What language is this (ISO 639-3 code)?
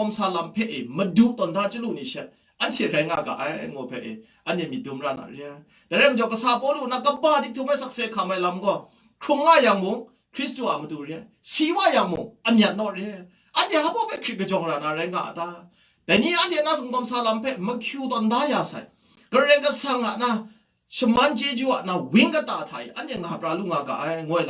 kac